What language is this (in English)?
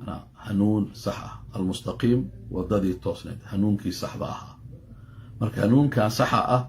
Somali